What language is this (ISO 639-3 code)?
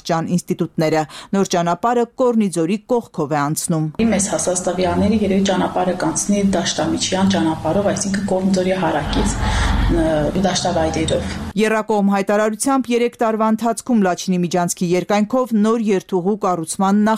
hye